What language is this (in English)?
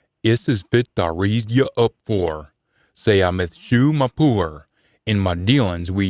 Scots